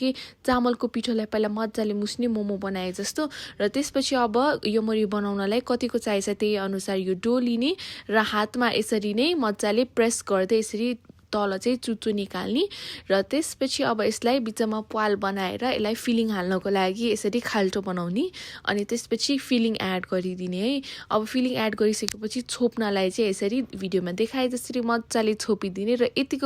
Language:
Nepali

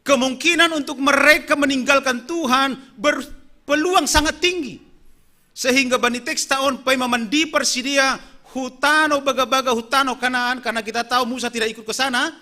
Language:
Batak Simalungun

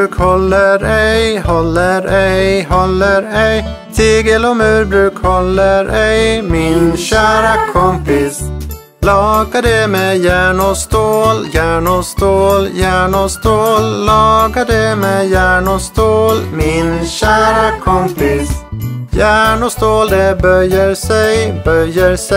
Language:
Swedish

